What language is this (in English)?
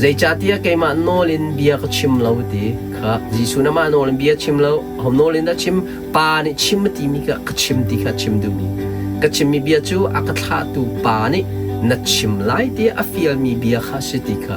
Hakha Chin